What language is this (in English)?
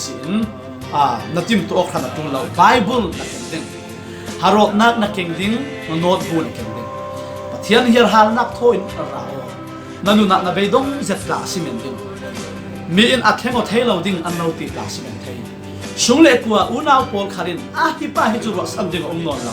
Falam Chin